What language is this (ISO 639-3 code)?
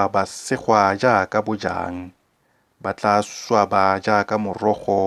tsn